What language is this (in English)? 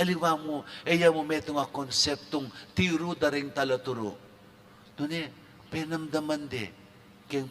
Pampanga